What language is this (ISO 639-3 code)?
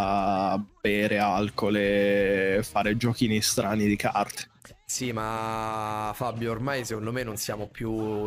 ita